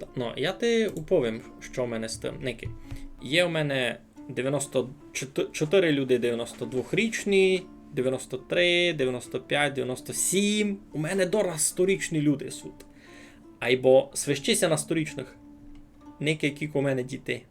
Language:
Rusyn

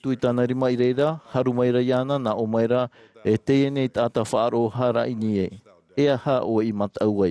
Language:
Tahitian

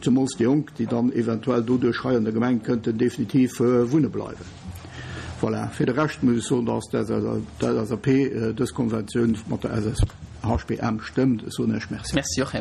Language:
Luxembourgish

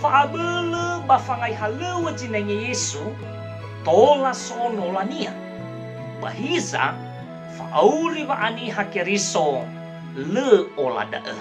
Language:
Nias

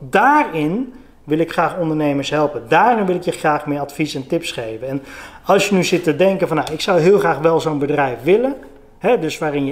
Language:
Dutch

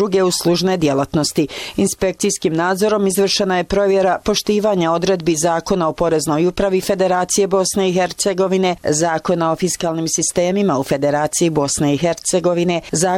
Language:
Bosnian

